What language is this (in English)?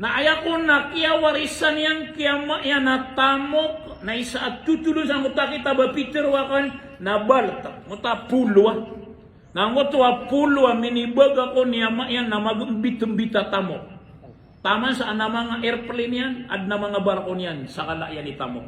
Maranao